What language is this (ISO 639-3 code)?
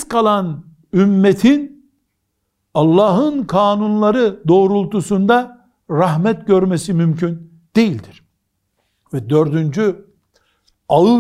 tur